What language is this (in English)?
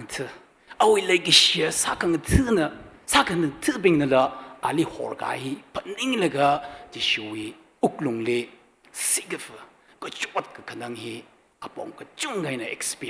Tangkhul Naga (India)